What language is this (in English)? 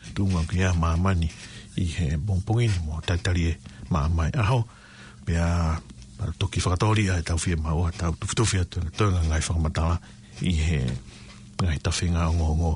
Tongan